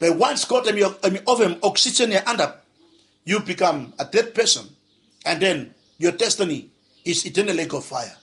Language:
Bislama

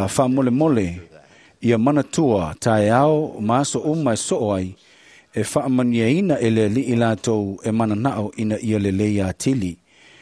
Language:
Samoan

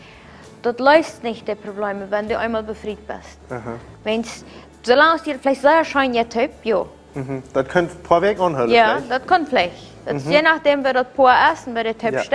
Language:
Plautdietsch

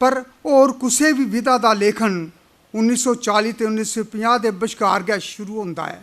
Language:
Dogri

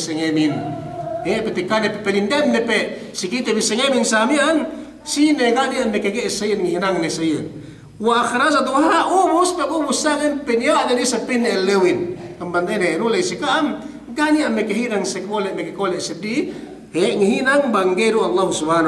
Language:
Yakan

